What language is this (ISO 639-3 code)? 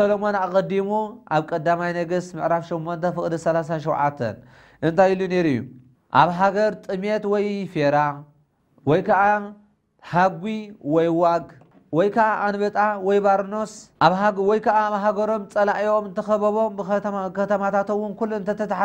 tir